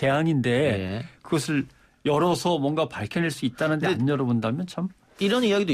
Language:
Korean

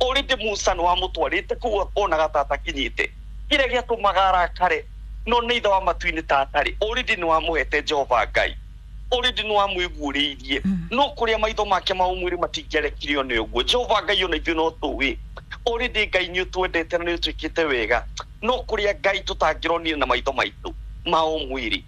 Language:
Kikuyu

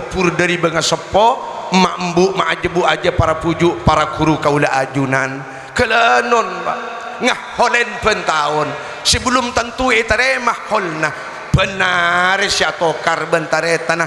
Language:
Madurese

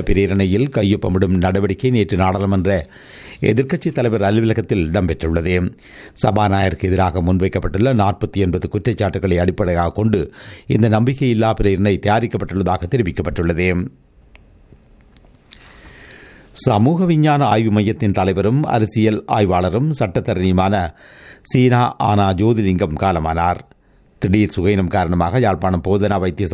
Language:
Tamil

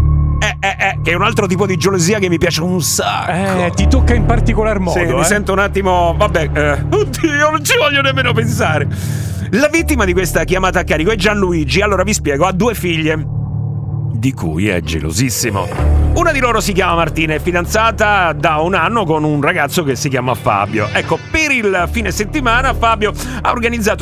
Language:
Italian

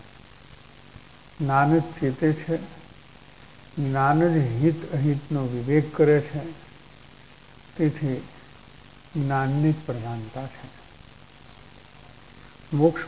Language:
Gujarati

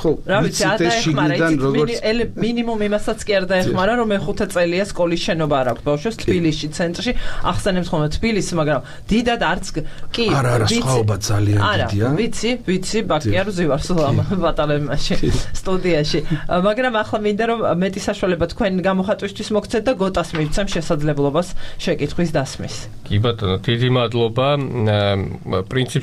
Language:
Georgian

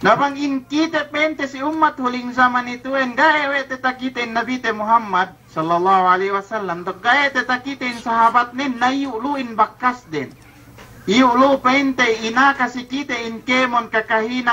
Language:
Yakan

